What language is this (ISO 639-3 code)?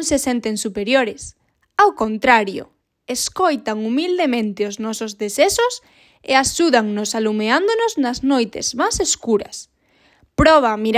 glg